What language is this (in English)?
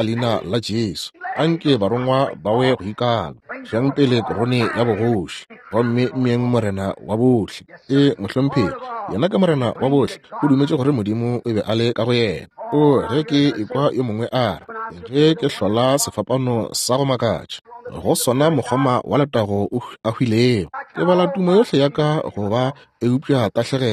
Northern Sotho